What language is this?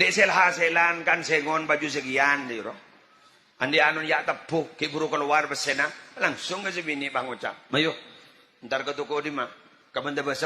Madurese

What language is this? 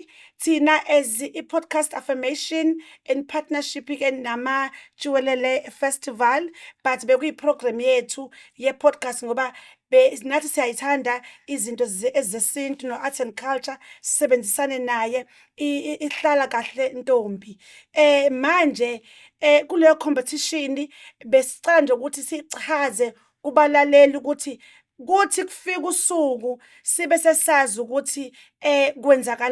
Zulu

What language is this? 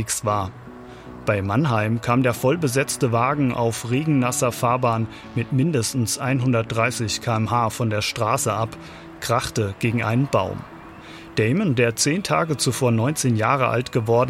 German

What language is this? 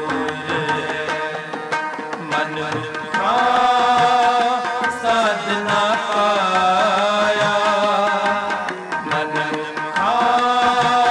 Punjabi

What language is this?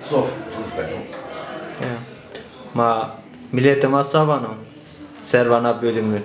Zaza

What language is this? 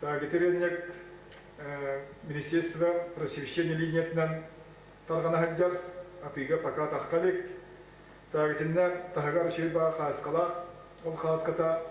Yakut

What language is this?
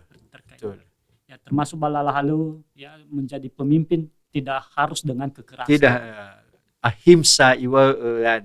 Nias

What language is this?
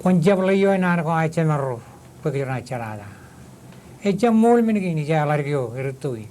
Marshallese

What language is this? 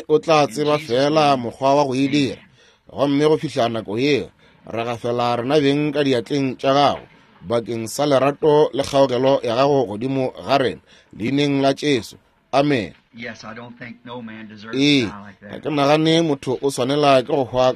Northern Sotho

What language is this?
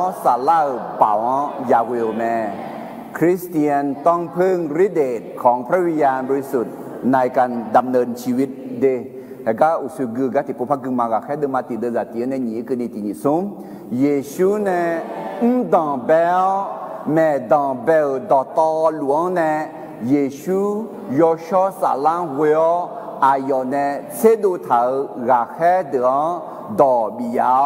Akha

